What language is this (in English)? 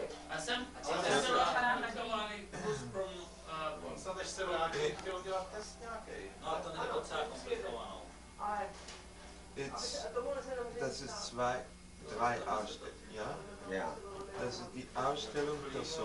Czech